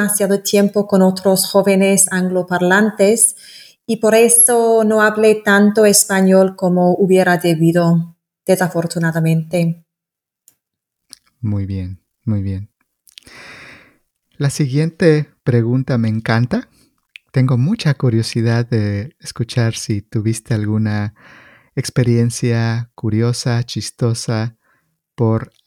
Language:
Spanish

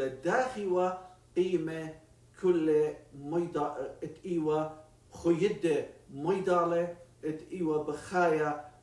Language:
Assyrian Neo-Aramaic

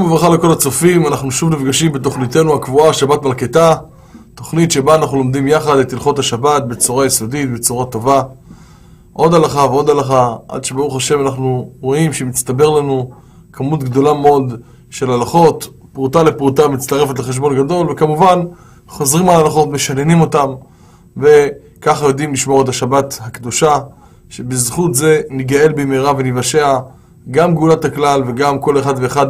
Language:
Hebrew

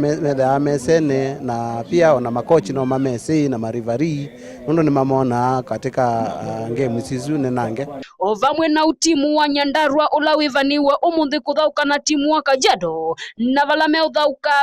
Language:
Kamba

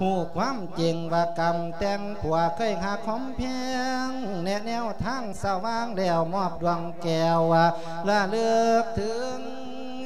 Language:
Lao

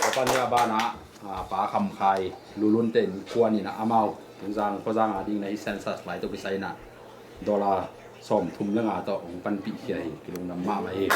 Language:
Tedim Chin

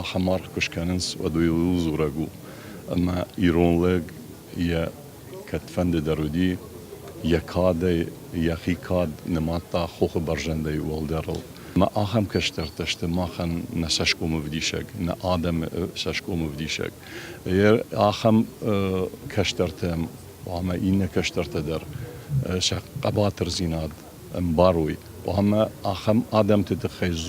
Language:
Ossetic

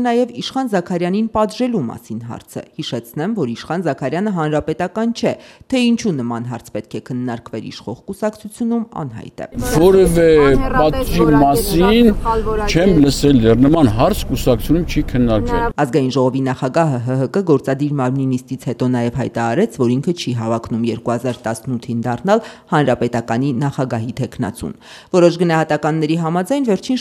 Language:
Armenian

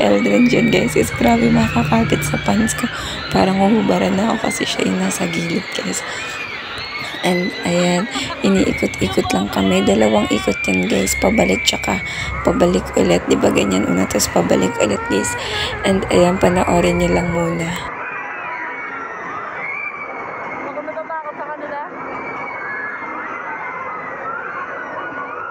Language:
Filipino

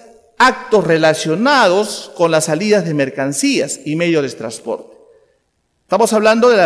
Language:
Spanish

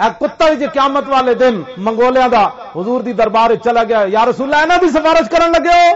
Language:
Western Panjabi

